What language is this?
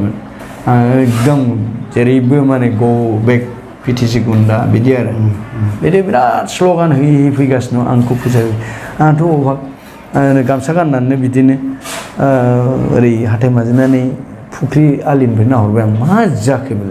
Bodo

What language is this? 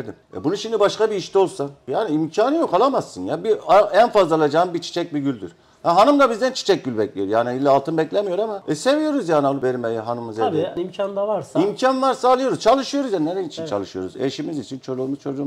Turkish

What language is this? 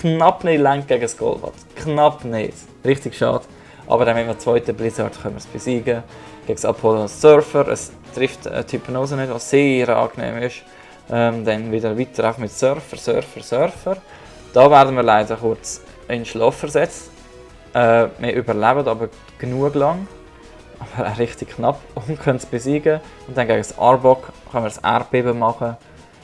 Swiss German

